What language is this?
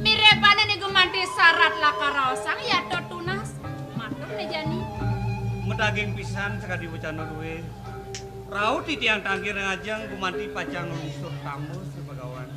Balinese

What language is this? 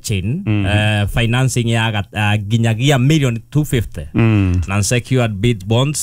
Kikuyu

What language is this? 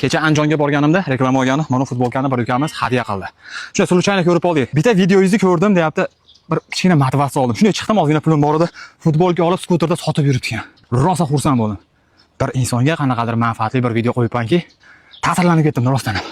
Uzbek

